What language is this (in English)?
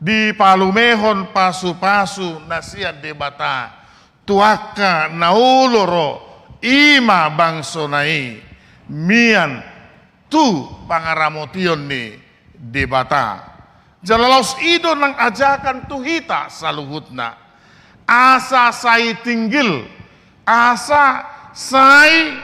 Batak Toba